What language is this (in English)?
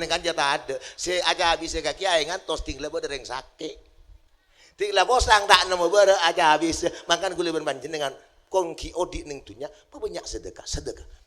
Madurese